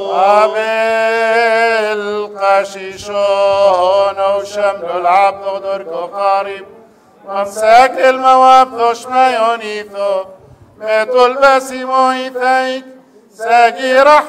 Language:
Arabic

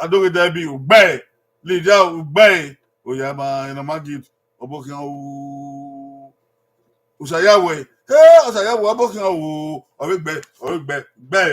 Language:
Bini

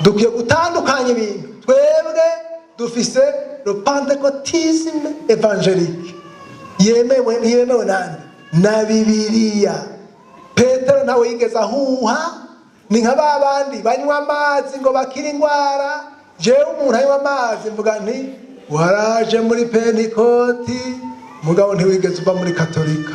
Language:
Rundi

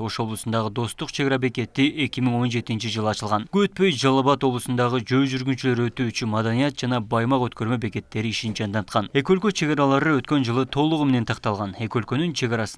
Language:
Kyrgyz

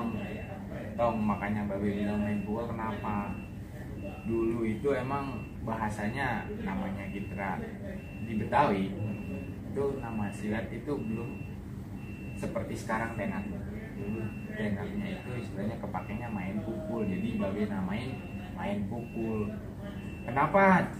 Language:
Betawi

